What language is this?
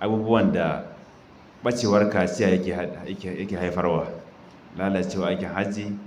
Hausa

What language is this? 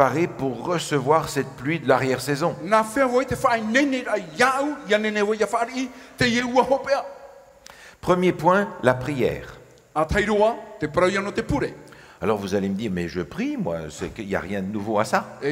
Tahitian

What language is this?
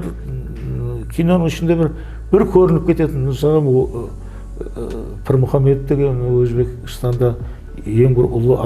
Kara-Kalpak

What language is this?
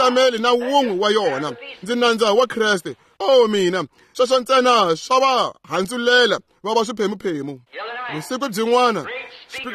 Tsonga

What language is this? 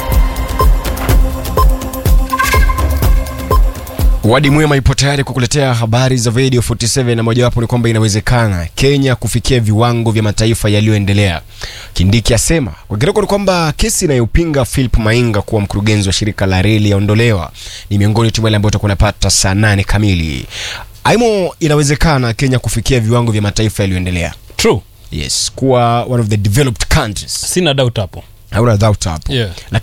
Swahili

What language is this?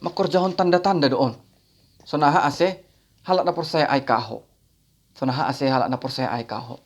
Batak Simalungun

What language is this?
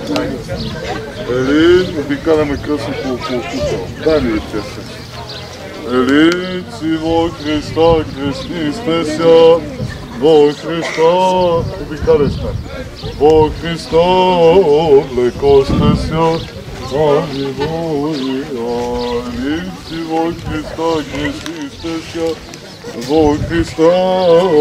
Bulgarian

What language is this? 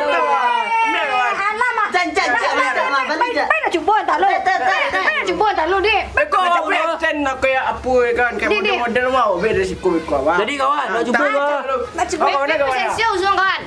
Minangkabau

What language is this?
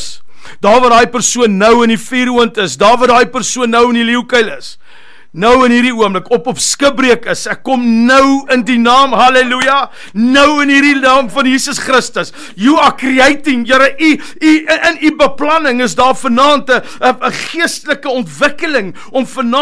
Afrikaans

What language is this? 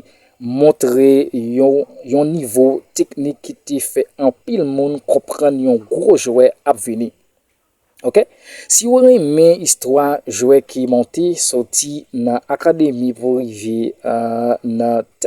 Haitian Creole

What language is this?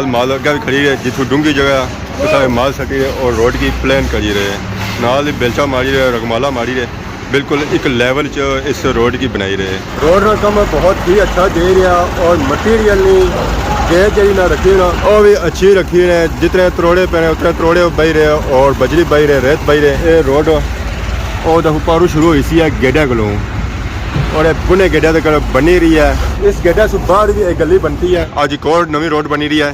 Pahari-Potwari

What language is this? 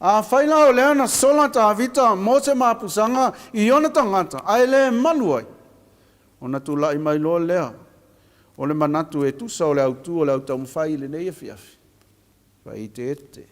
Samoan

